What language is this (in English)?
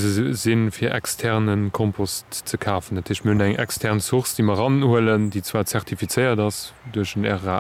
Luxembourgish